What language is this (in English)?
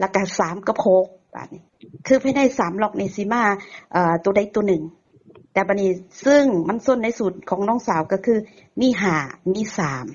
Northeastern Thai